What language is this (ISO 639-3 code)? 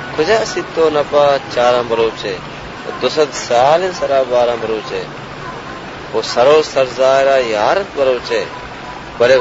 bal